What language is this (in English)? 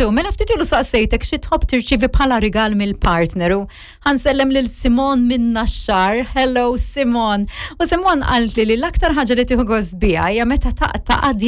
Maltese